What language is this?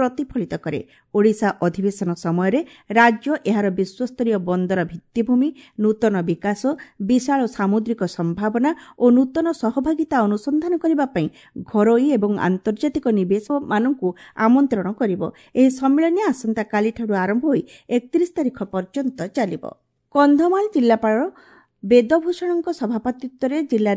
Odia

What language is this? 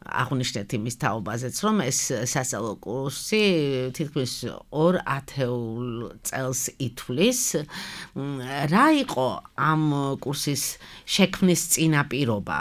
Georgian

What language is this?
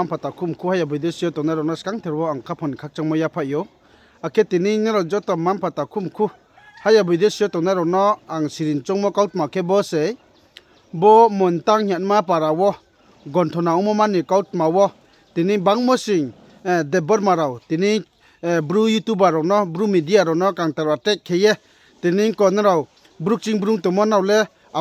Riang (India)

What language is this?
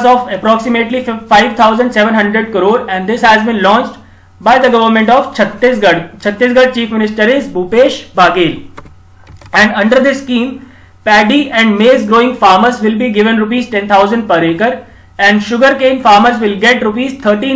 English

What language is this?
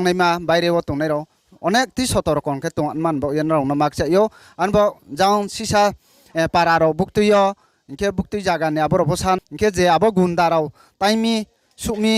Riang (India)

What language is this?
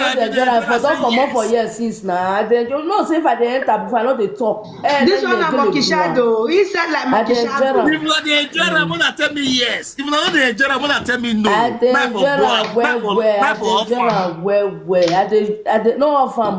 Nigerian Pidgin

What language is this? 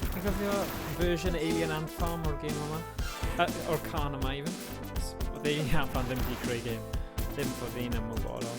Welsh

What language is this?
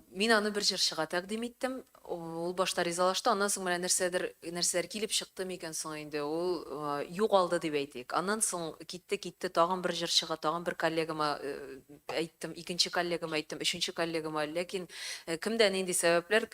Tatar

